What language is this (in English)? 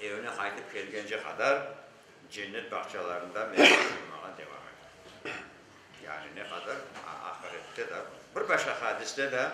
Crimean Tatar